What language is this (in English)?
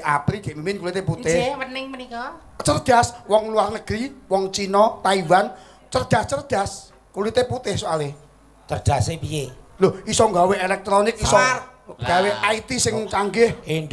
Javanese